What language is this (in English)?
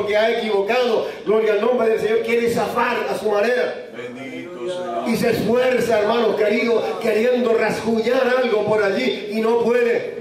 Spanish